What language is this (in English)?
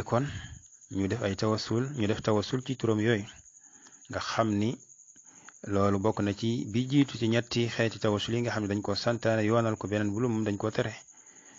Wolof